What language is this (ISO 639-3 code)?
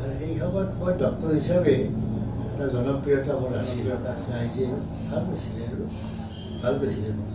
asm